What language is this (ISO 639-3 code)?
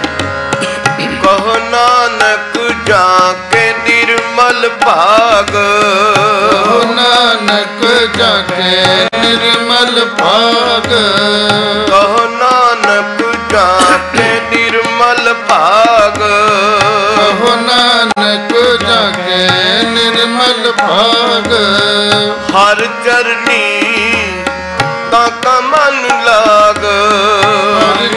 pan